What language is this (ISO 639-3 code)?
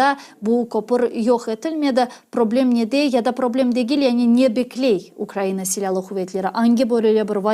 crh